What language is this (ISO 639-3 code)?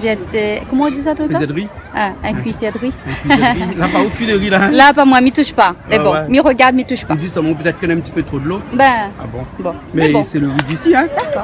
rcf